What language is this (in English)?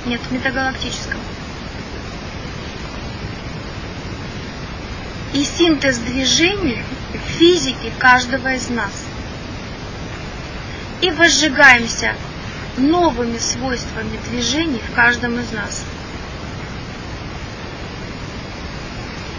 Russian